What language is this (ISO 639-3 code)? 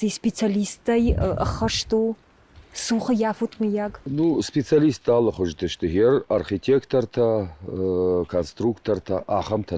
oss